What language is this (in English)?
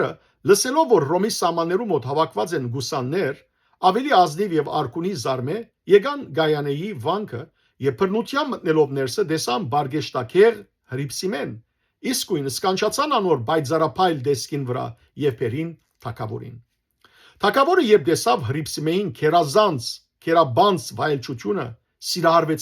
Western Armenian